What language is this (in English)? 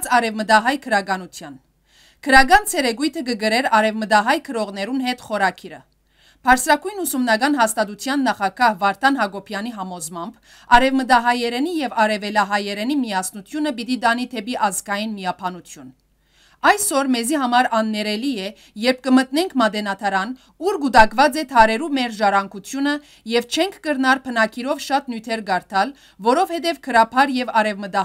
Western Armenian